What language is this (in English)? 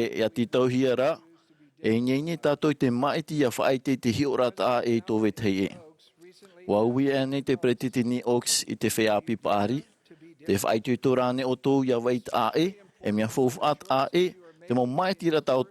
Tahitian